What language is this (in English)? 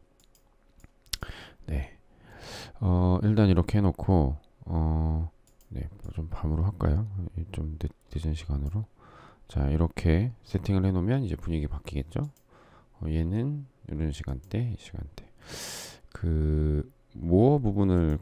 Korean